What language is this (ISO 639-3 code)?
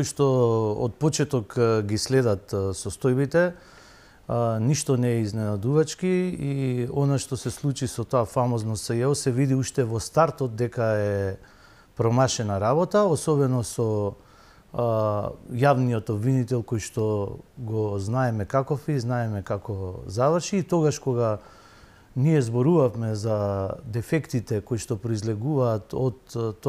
mkd